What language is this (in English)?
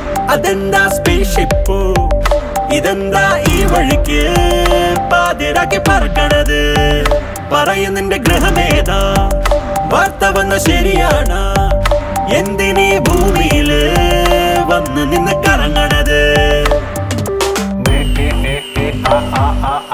Malayalam